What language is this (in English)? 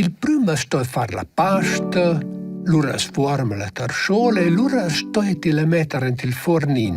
Romansh